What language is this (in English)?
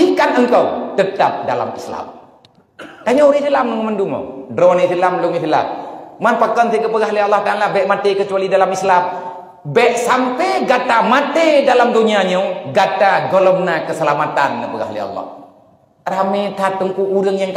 Achinese